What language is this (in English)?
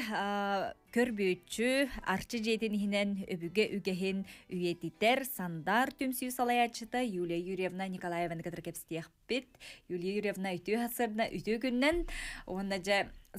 Yakut